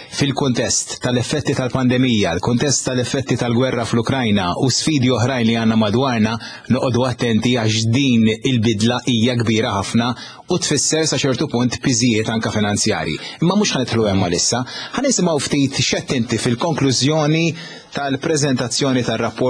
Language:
Maltese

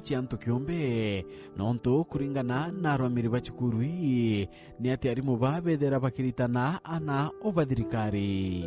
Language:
Meru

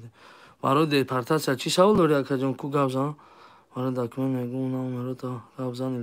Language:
Tajik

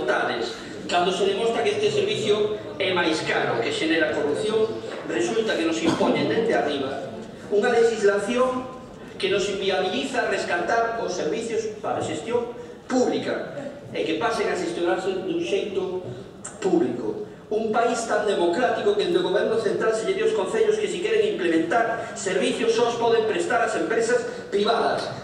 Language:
Galician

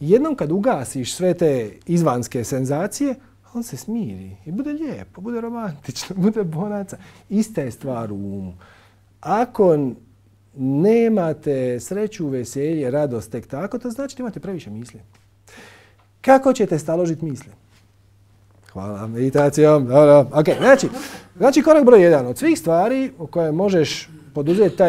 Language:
Croatian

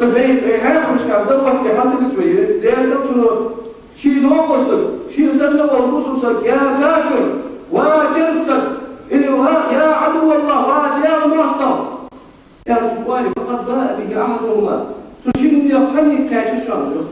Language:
Ingush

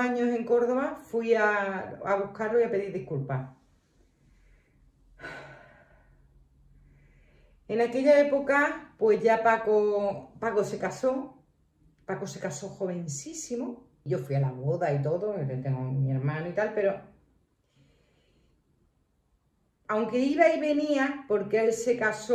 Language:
Spanish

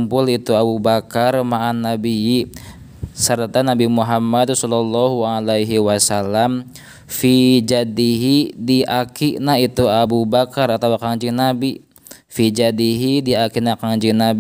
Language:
Sundanese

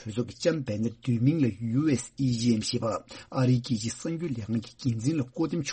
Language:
Tibetan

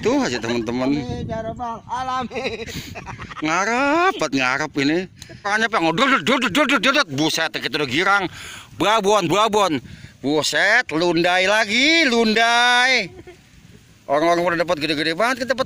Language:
Betawi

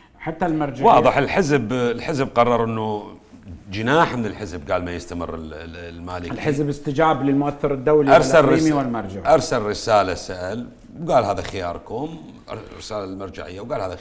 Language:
Mesopotamian Arabic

